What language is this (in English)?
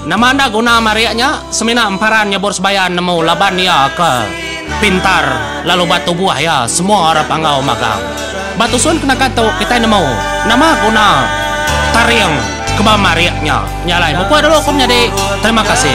Iban